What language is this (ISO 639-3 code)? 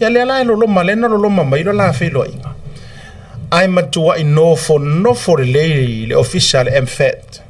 smo